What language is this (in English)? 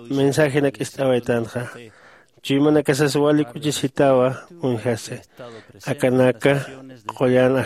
Aymara